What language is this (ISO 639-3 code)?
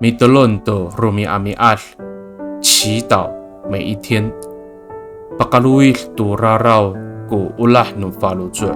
ami